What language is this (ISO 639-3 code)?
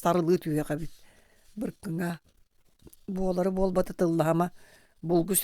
sah